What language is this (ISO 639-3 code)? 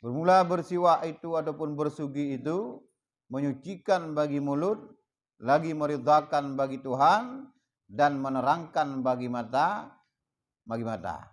ace